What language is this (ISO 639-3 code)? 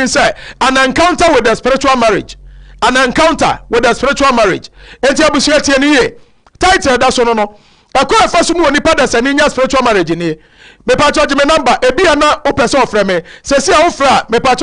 aka